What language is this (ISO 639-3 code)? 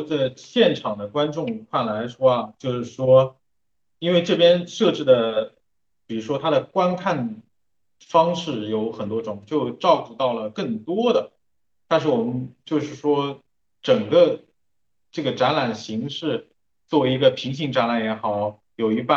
zho